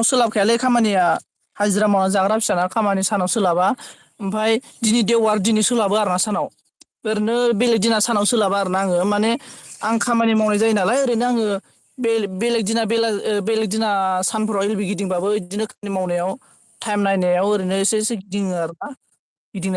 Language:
Bodo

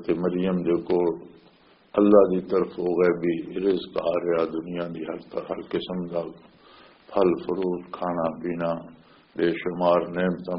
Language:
Western Panjabi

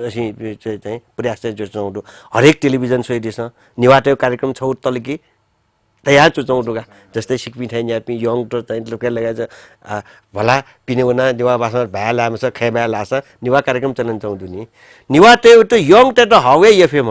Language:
Newari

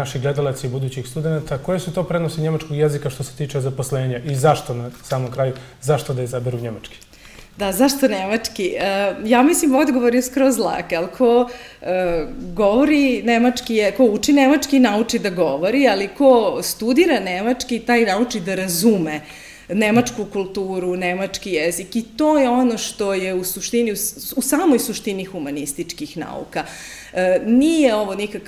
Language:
Serbian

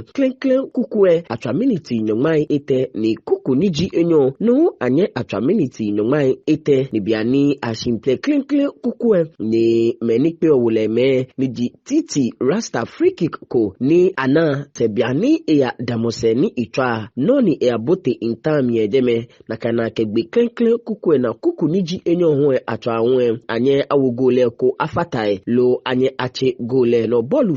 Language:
Ga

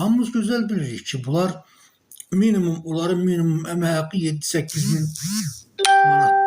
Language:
Azerbaijani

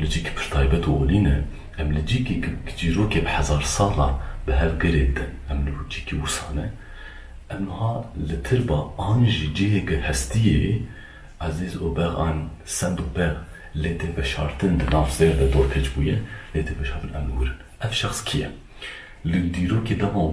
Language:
Kurdish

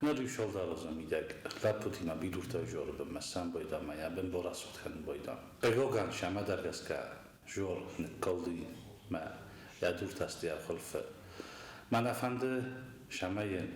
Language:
Ossetic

